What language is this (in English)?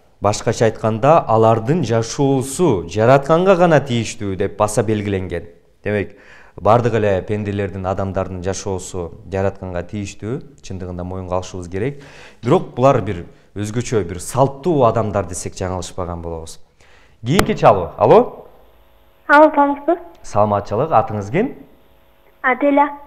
Kyrgyz